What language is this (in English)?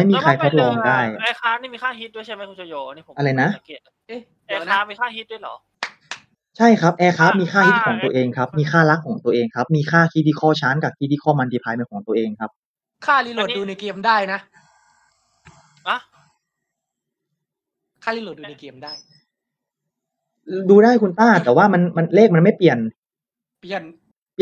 Thai